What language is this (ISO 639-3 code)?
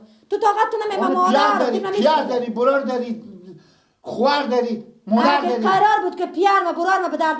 fas